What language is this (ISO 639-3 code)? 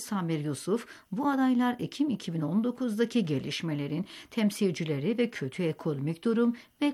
tur